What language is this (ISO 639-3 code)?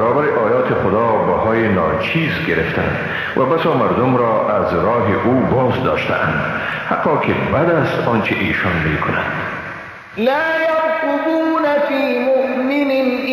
fas